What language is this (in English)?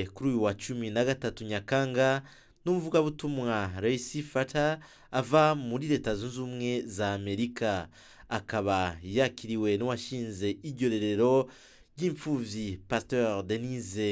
Rundi